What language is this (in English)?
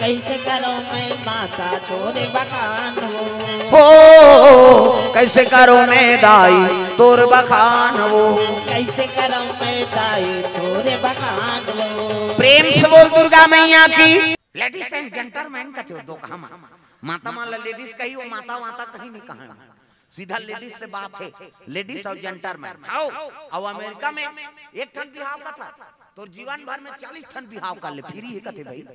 Chhattisgarhi